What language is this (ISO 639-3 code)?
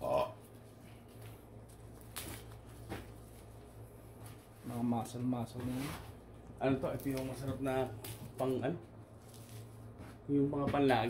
fil